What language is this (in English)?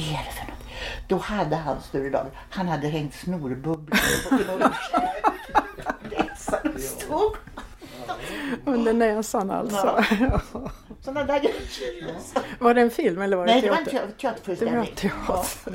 Swedish